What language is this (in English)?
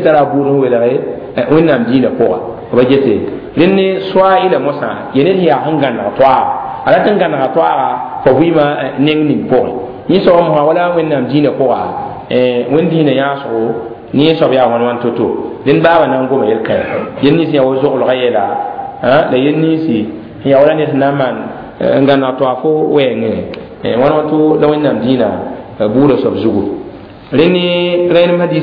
Mossi